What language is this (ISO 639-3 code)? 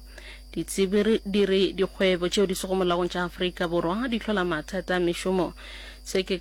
nso